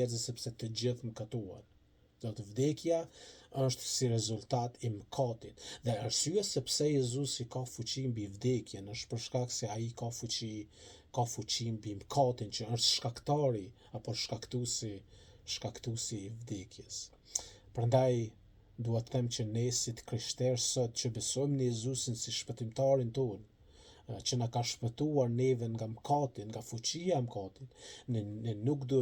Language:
Albanian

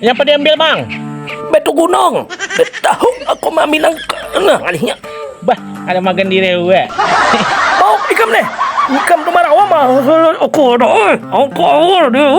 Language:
Banjar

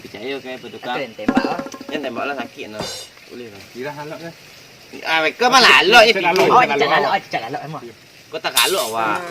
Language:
Minangkabau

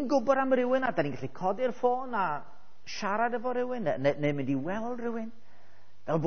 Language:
Welsh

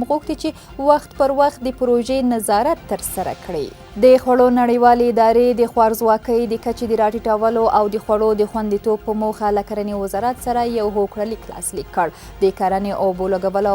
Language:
Pashto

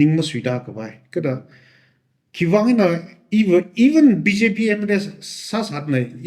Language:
Tangkhul Naga (India)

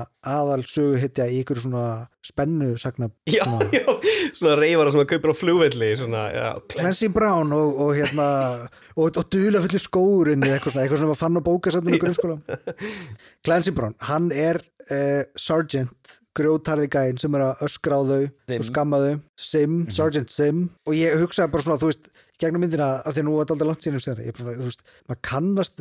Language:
Icelandic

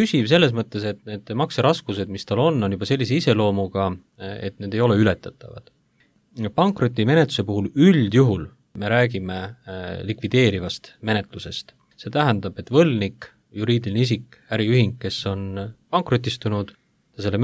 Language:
Estonian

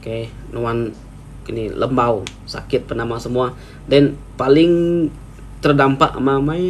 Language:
Iban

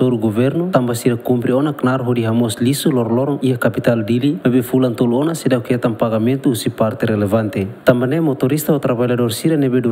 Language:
Tetum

